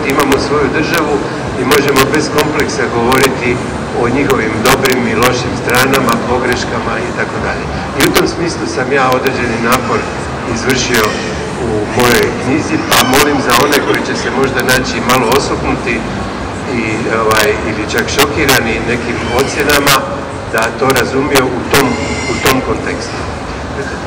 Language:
Croatian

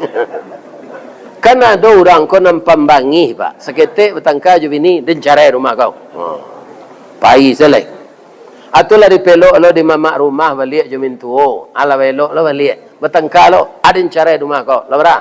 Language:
Minangkabau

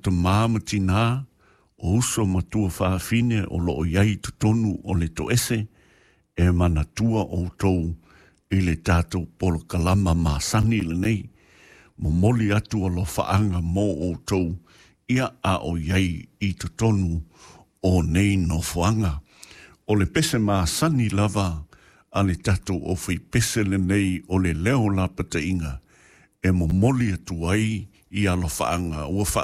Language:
Samoan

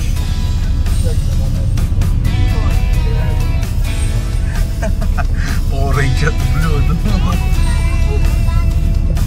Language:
Filipino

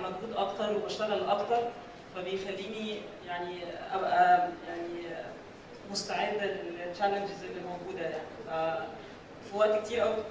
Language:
Egyptian Arabic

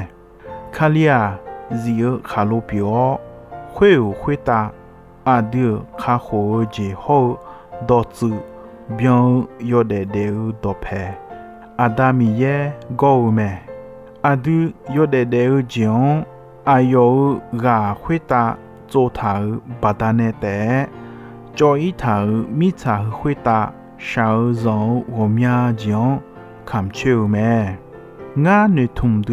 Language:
Akha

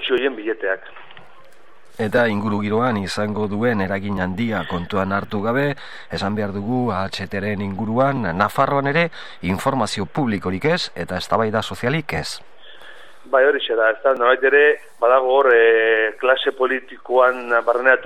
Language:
Basque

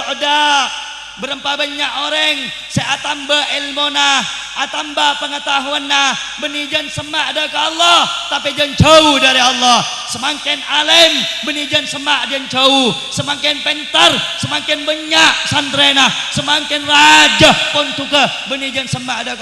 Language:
Madurese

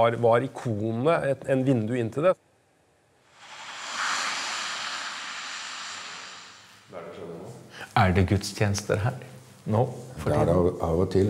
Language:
Norwegian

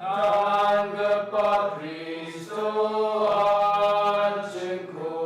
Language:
Garo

